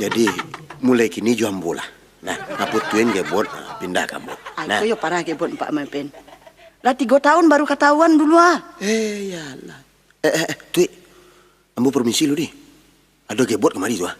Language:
Minangkabau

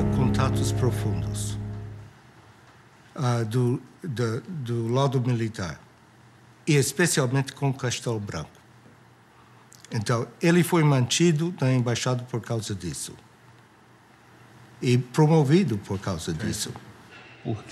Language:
Portuguese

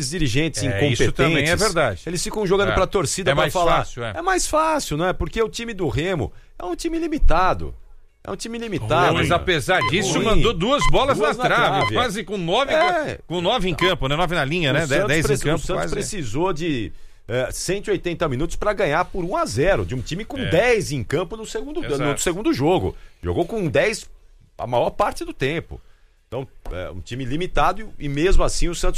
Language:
Portuguese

